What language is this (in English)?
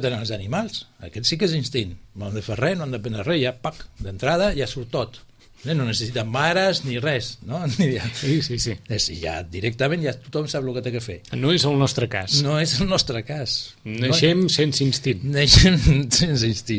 Catalan